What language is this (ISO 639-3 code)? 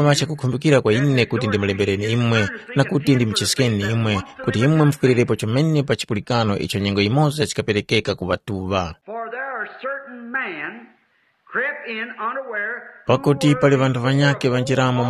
tum